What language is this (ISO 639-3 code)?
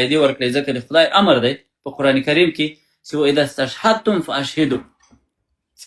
pus